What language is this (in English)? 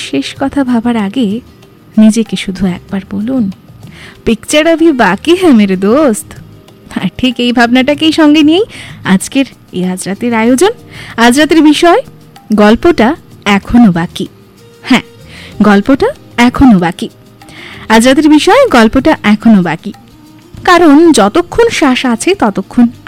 Bangla